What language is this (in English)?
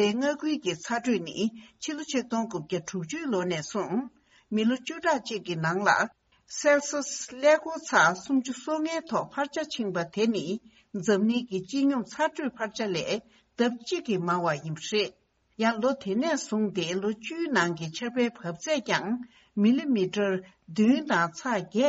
Tibetan